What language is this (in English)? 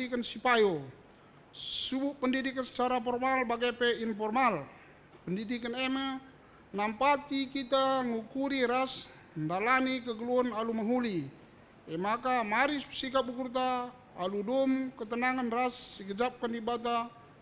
Batak Karo